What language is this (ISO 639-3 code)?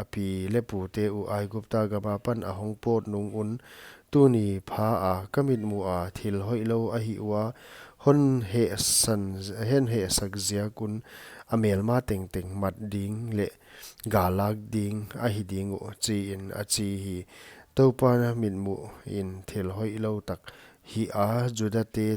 pck